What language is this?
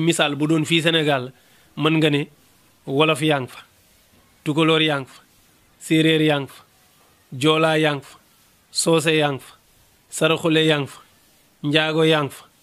Wolof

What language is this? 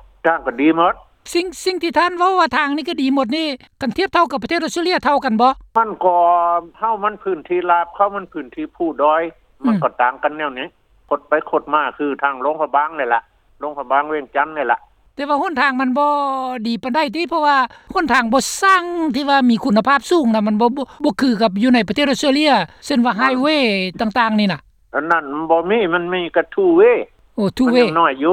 Lao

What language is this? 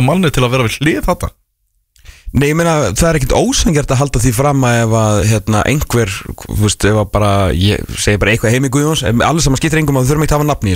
Icelandic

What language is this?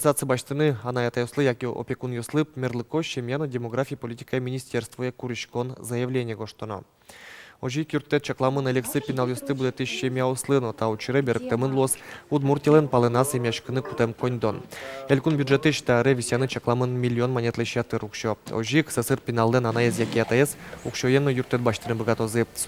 Udmurt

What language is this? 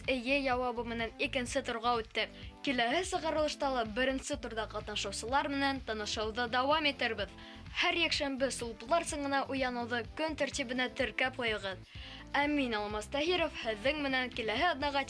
Bashkir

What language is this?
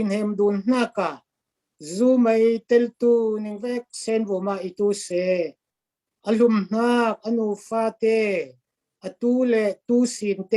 Falam Chin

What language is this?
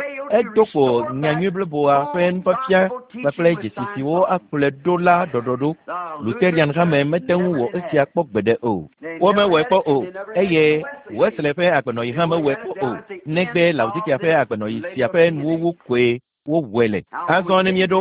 Ewe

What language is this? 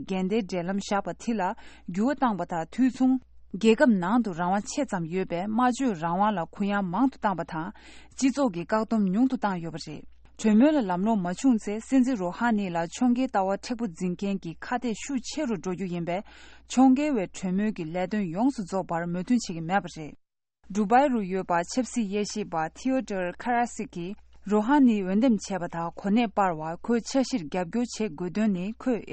Tibetan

